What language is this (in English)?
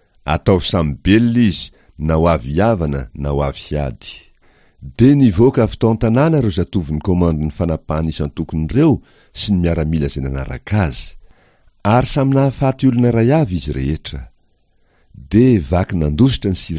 Malagasy